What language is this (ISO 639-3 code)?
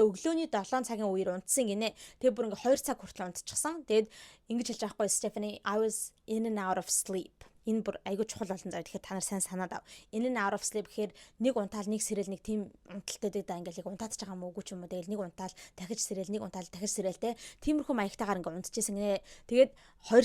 mon